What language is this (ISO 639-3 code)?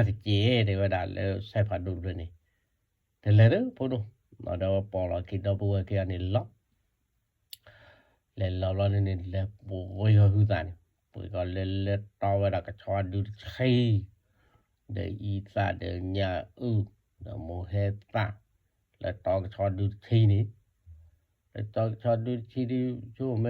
ksw